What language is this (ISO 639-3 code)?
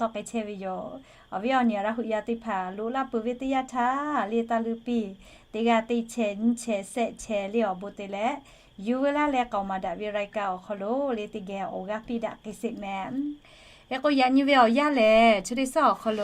lhu